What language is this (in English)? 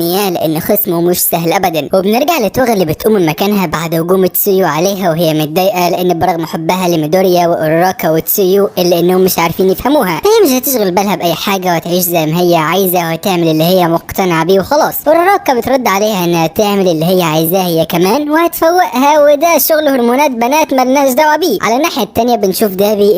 Egyptian Arabic